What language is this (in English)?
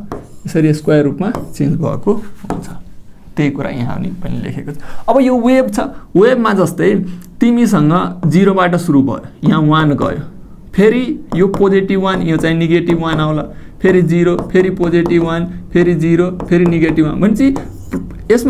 Nepali